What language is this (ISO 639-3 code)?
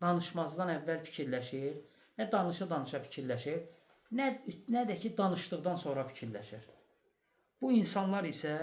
aze